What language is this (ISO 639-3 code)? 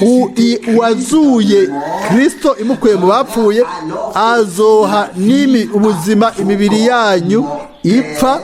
run